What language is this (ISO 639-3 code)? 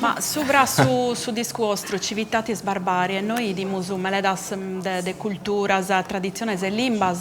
srd